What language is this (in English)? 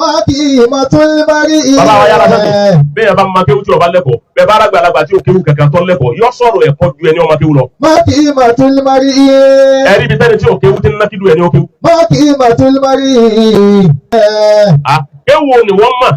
Yoruba